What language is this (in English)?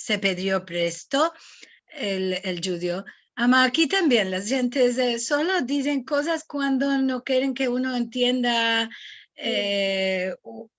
Ladino